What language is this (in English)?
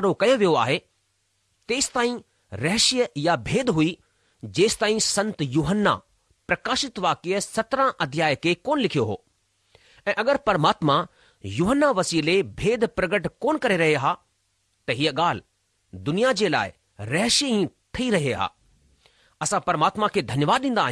Sindhi